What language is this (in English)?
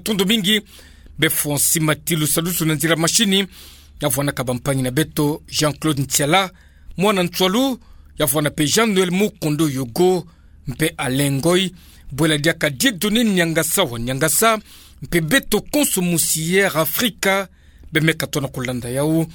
Kituba (Democratic Republic of Congo)